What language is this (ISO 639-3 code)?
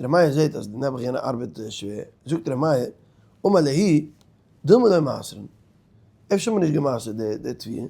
yid